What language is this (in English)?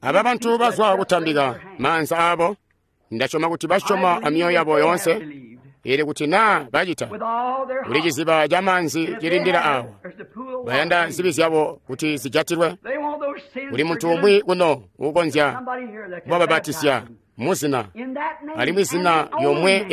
Tonga (Zambia)